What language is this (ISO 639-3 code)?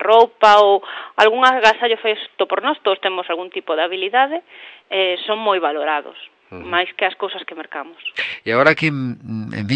glg